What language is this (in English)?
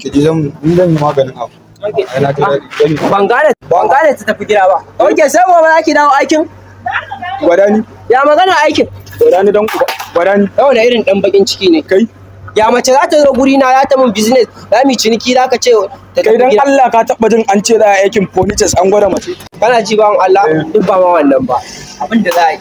Hausa